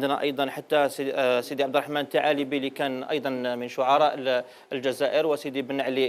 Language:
Algerian Arabic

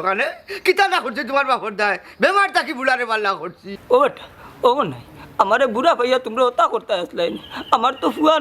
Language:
Sylheti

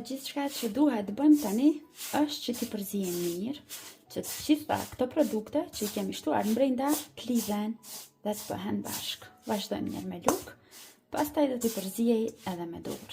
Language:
Albanian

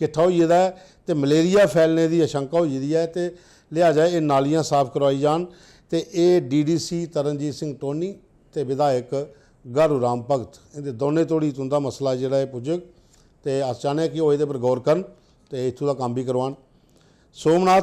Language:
Dogri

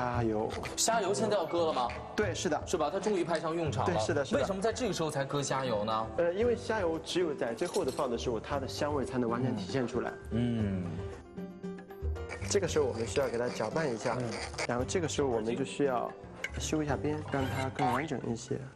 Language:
Chinese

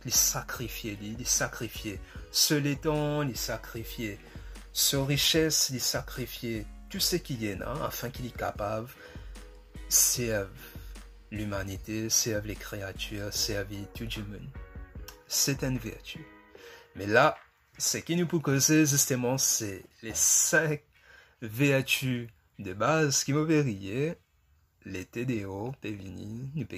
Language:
Morisyen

